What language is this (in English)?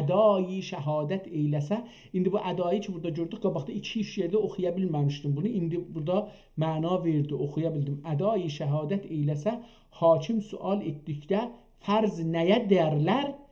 South Azerbaijani